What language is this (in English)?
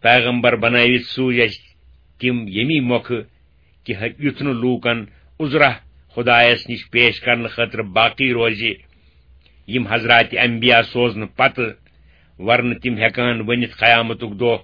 Kashmiri